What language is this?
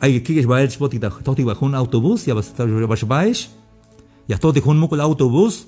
Tzeltal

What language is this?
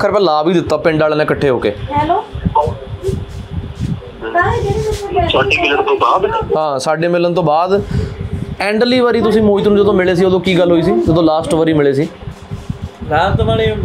Punjabi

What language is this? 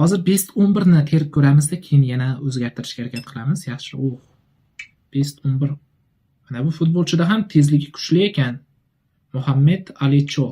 Uzbek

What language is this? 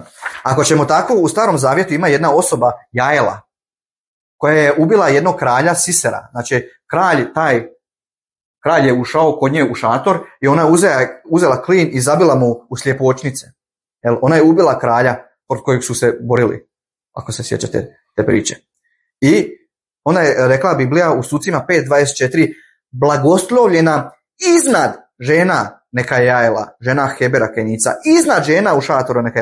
Bosnian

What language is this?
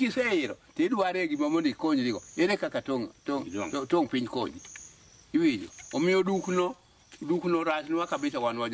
Luo (Kenya and Tanzania)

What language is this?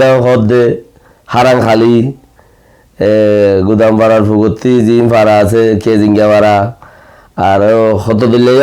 Rohingya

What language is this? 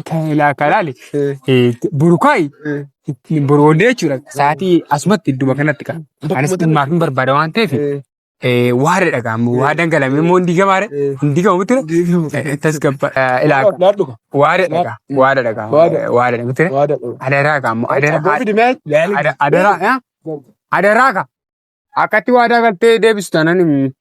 Oromo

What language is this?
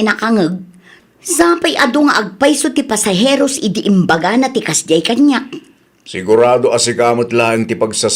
Iloko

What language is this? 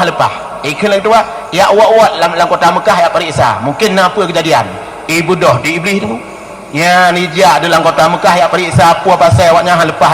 Achinese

